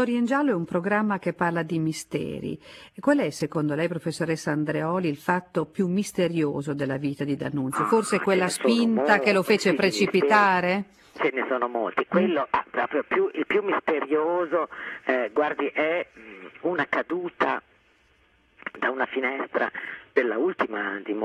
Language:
Italian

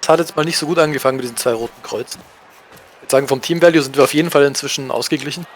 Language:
Swiss German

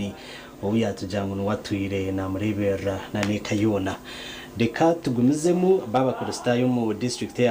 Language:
Nyankole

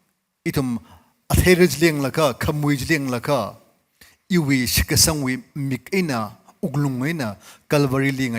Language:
Tangkhul Naga (India)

